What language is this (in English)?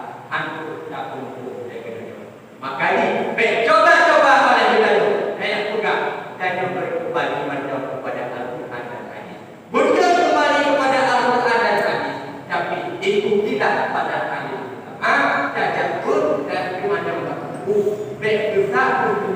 Achinese